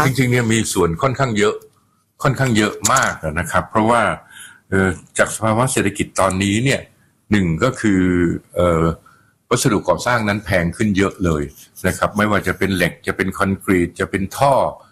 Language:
Thai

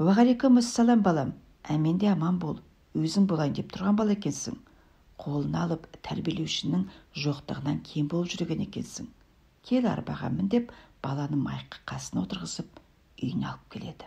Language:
Kazakh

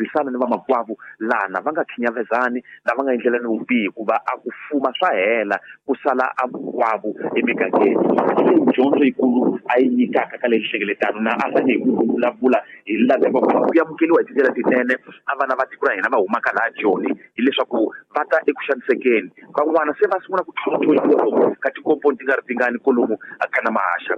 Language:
Tsonga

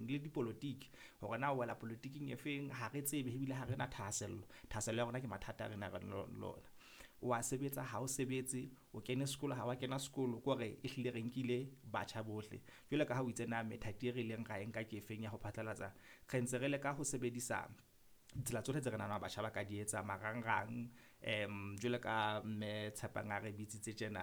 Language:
Southern Sotho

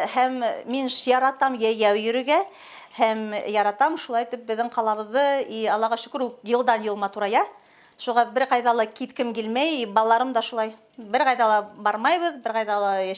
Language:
Bashkir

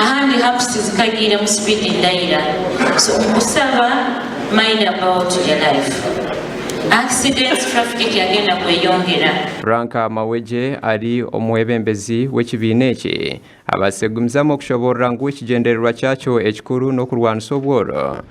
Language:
Nyankole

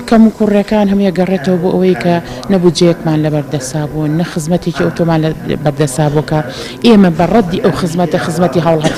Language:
Central Kurdish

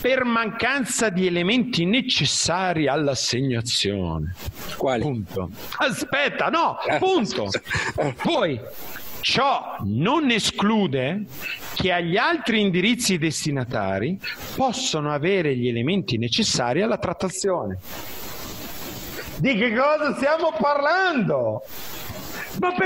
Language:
Italian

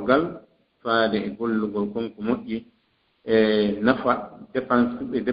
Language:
Fula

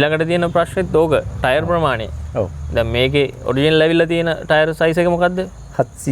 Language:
Sinhala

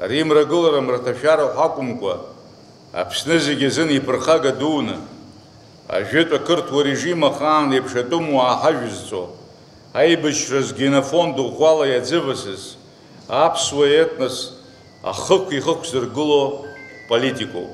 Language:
Abkhazian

